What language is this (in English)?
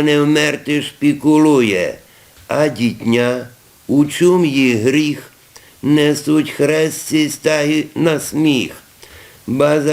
Rusyn